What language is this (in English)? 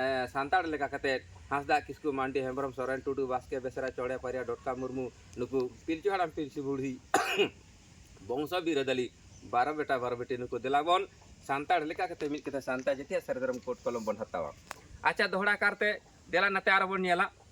Santali